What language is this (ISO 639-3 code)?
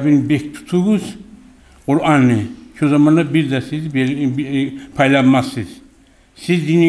kum